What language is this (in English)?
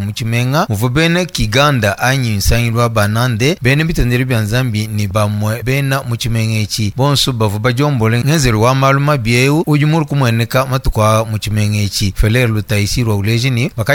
Luba-Lulua